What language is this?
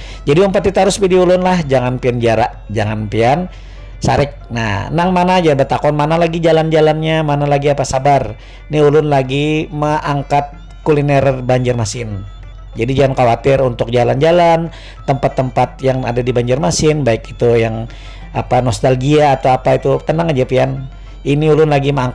Banjar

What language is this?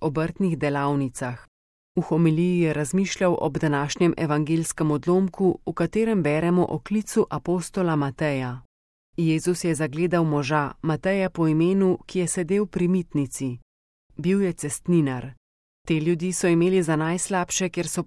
Slovenian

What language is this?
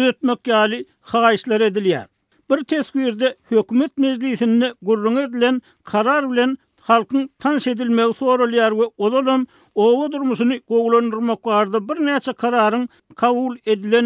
Turkmen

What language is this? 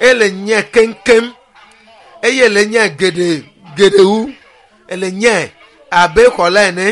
Ewe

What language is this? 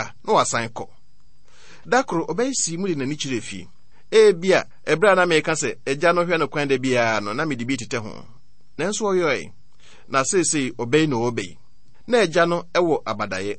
Akan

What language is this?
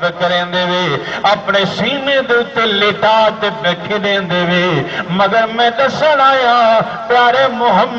Saraiki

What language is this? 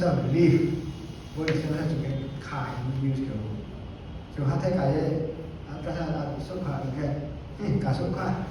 Riang (India)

